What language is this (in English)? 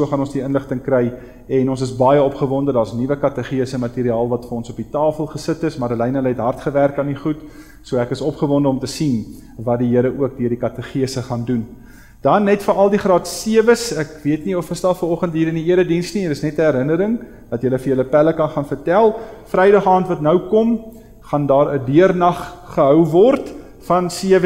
Afrikaans